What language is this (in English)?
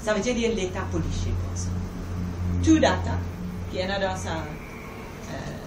Morisyen